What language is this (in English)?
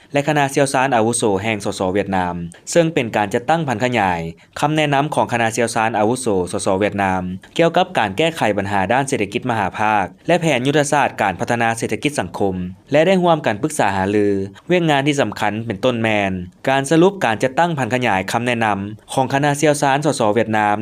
Lao